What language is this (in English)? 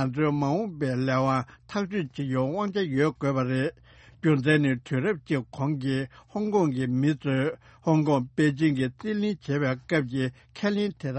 Tibetan